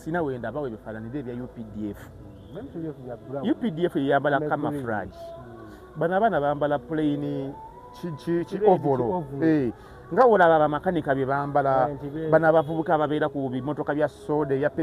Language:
Ganda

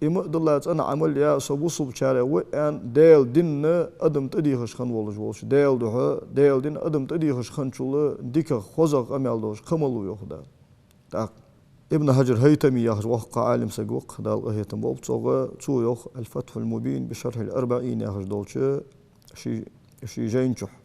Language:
Ingush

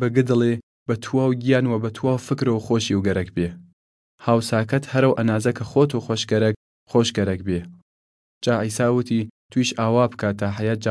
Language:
Southern Kurdish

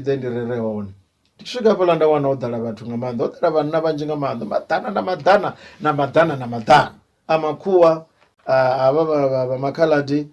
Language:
Venda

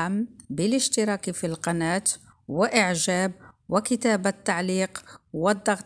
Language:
Arabic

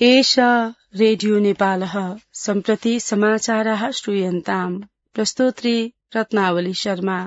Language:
Sanskrit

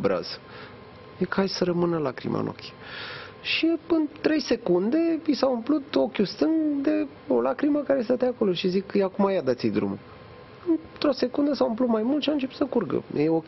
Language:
Romanian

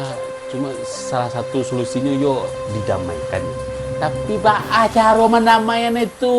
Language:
Minangkabau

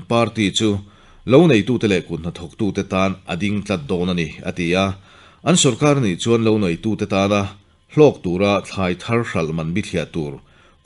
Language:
Mizo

